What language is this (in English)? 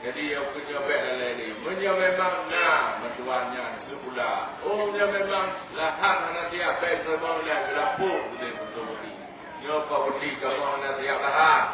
Achinese